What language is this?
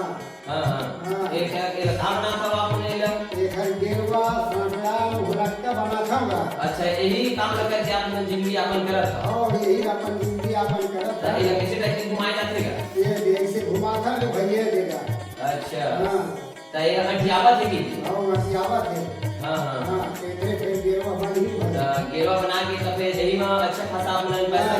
Chhattisgarhi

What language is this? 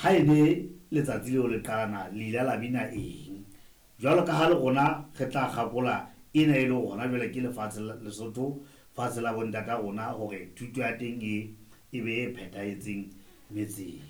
Southern Sotho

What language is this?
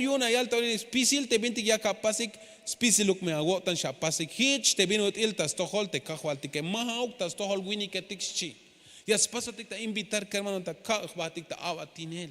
Tzeltal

